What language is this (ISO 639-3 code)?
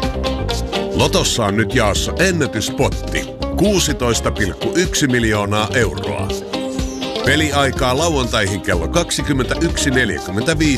fin